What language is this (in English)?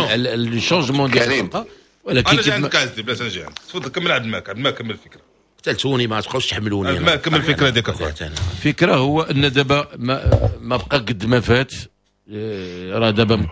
Moroccan Arabic